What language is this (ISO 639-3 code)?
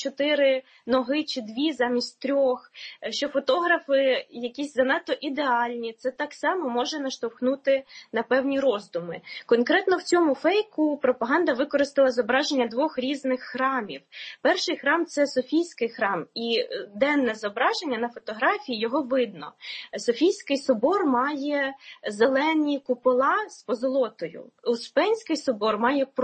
ukr